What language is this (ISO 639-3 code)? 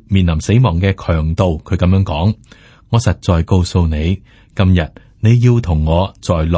yue